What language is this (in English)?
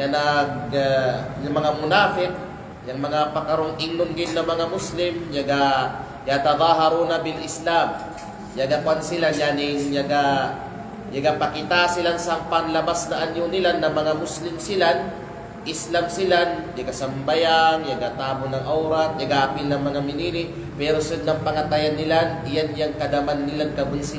Kalagan